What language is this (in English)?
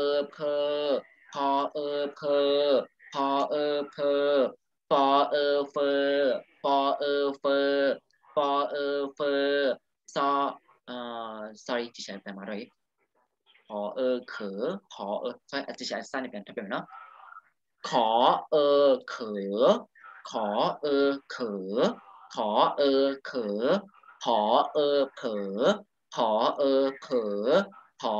Thai